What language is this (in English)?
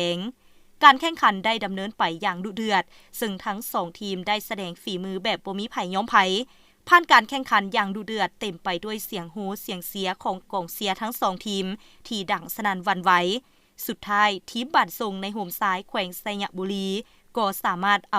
Lao